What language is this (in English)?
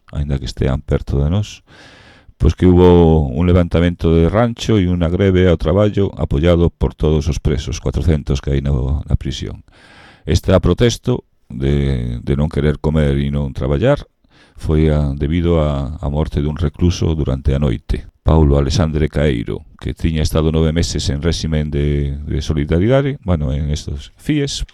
Galician